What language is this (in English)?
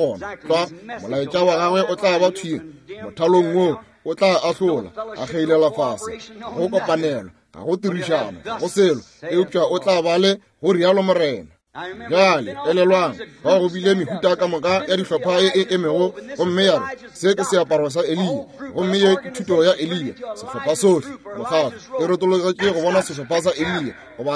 Northern Sotho